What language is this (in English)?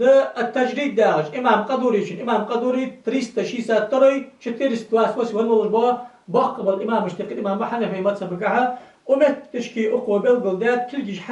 Ingush